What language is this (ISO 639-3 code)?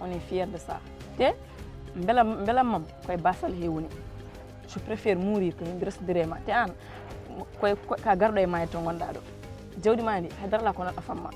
ful